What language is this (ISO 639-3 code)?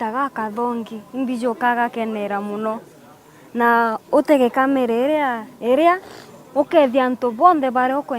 mer